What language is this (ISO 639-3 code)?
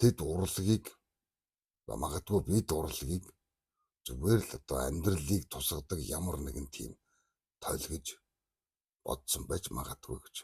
mon